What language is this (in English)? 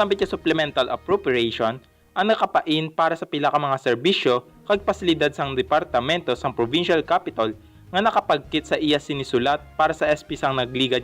Hiligaynon